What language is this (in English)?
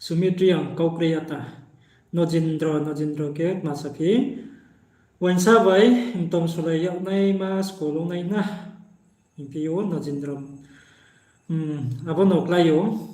Riang (India)